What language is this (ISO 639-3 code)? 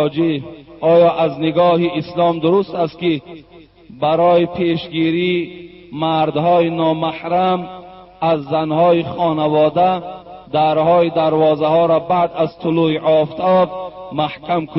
tgk